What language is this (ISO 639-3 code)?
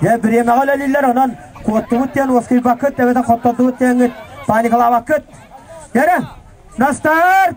sah